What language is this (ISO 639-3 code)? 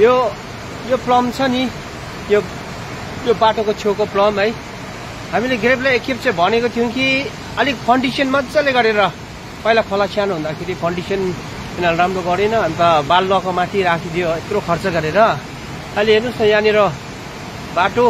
nep